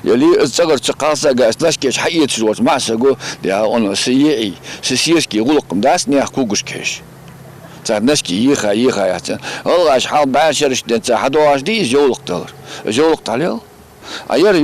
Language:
Ingush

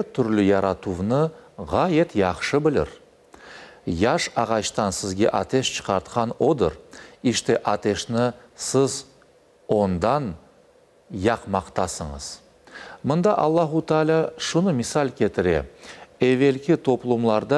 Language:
Crimean Tatar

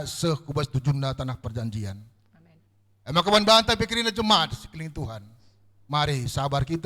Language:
Batak Karo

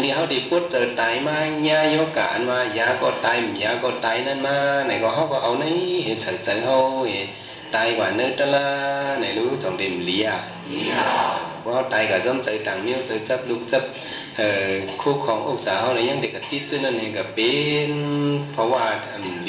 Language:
Shan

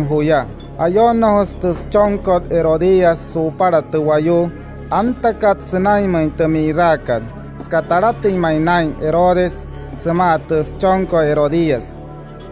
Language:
Wayuu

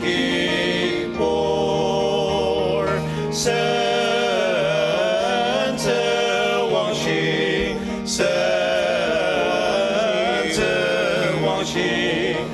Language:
Ao Naga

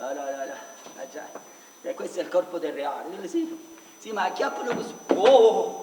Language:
Neapolitan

